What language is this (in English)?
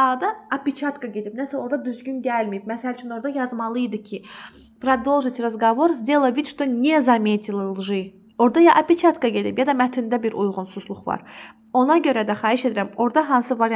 Azerbaijani